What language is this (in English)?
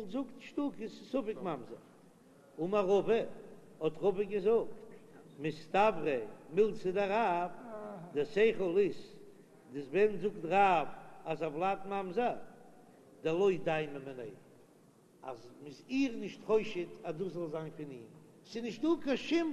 Yiddish